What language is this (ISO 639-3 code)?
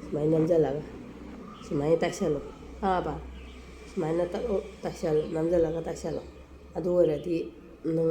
mni